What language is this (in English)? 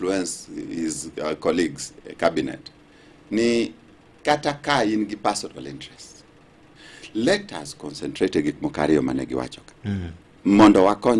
Luo (Kenya and Tanzania)